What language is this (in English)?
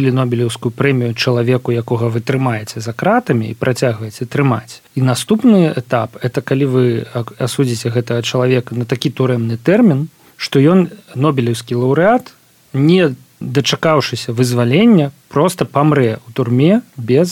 Belarusian